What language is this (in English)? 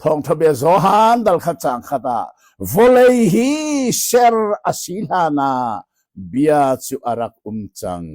Hakha Chin